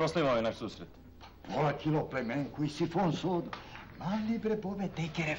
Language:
Serbian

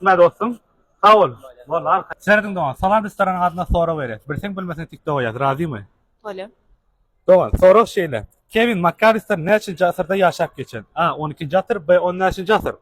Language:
Turkmen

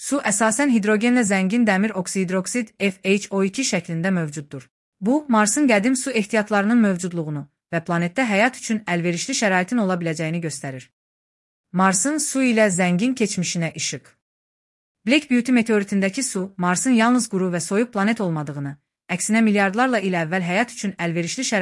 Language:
Azerbaijani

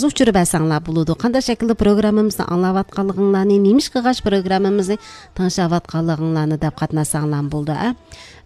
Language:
Uyghur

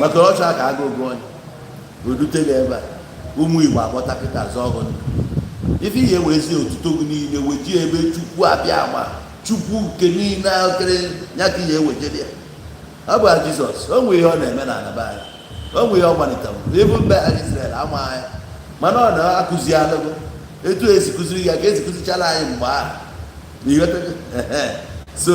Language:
Igbo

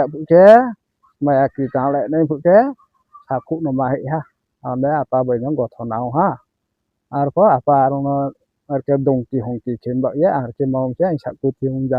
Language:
Riang (India)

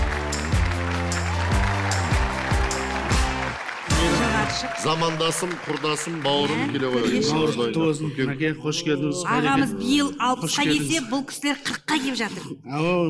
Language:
Kazakh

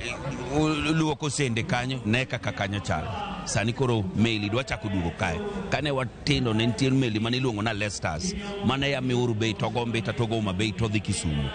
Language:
Luo (Kenya and Tanzania)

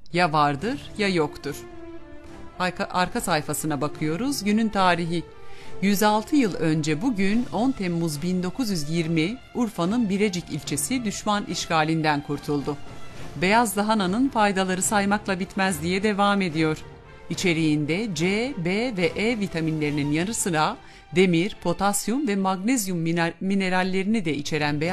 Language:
Turkish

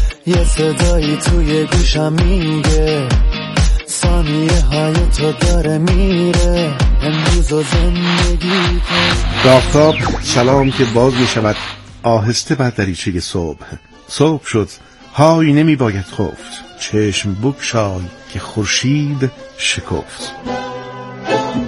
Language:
Persian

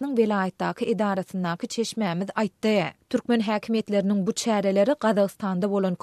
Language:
Turkmen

